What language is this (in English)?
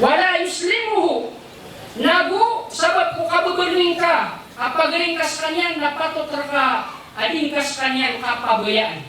Maranao